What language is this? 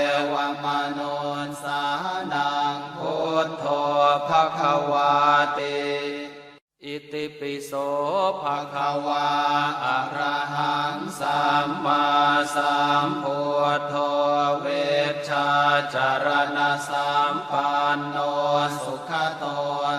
Pali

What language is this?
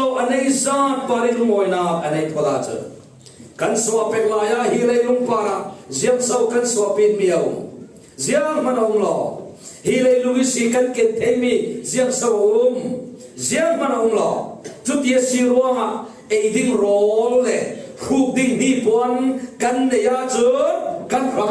Falam Chin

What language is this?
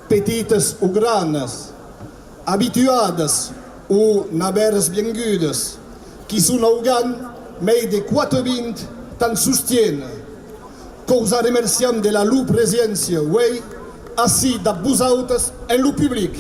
Occitan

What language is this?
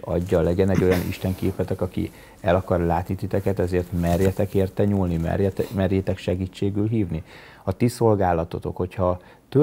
Hungarian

